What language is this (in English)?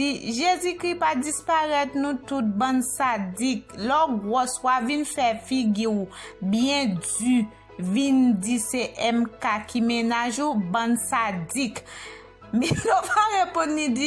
Haitian Creole